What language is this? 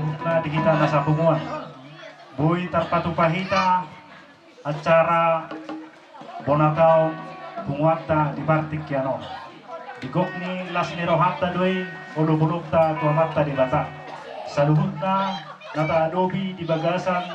Batak Toba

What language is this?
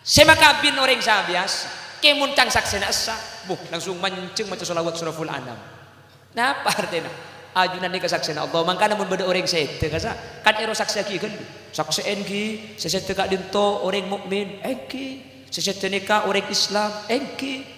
Madurese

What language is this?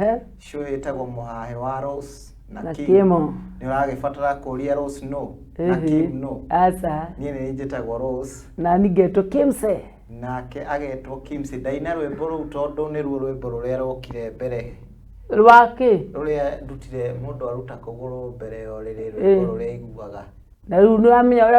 Kikuyu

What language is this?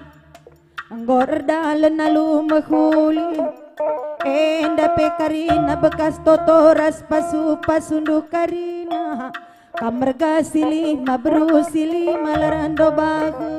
Batak Karo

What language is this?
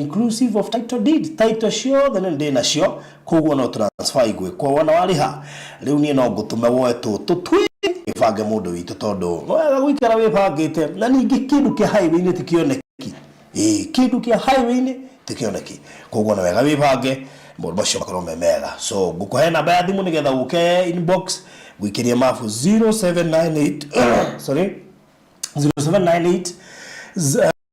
Kikuyu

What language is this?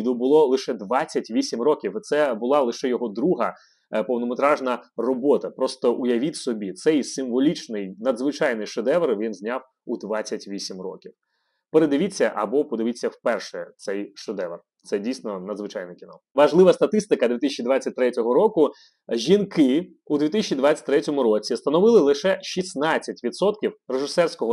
Ukrainian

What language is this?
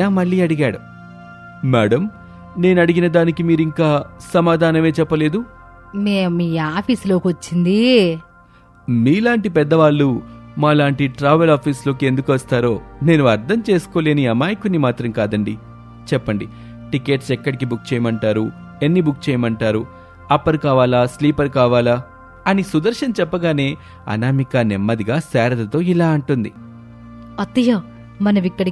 Telugu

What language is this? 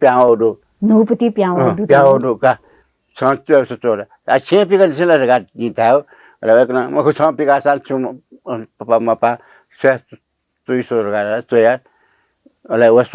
Newari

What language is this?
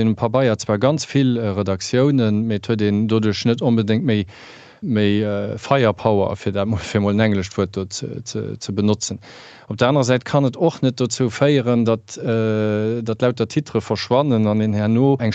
Luxembourgish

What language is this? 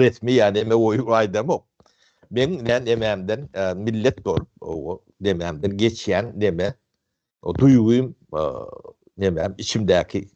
Turkmen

